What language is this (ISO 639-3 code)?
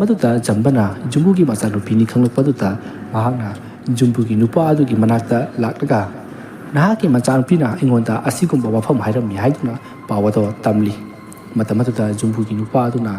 mni